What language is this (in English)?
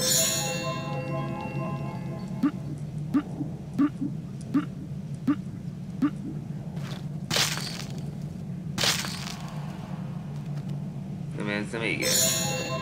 Hungarian